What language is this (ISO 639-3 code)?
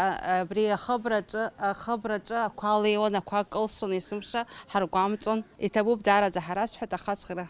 abk